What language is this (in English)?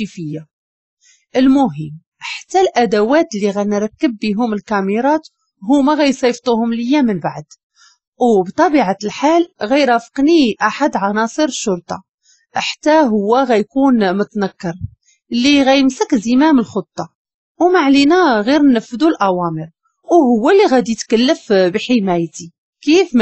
Moroccan Arabic